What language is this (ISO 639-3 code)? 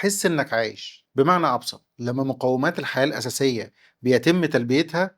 arz